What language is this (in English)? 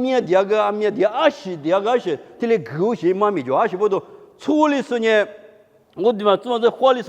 Lisu